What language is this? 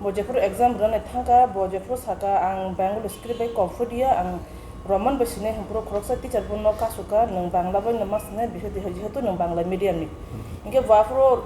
Kok Borok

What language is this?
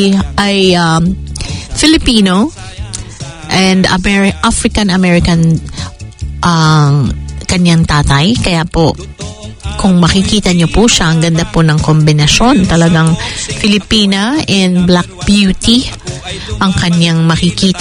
Filipino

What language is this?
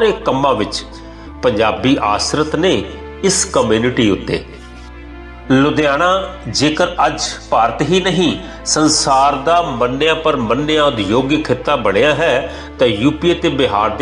Punjabi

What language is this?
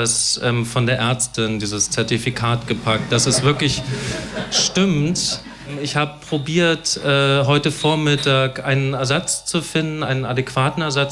German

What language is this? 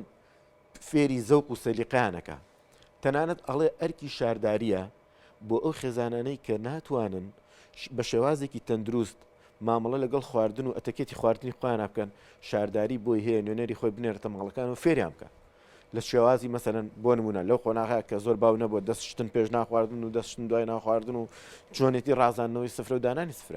Central Kurdish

